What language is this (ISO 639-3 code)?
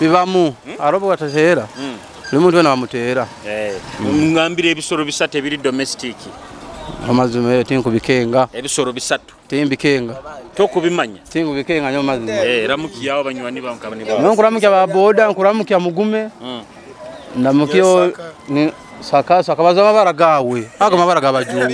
nyo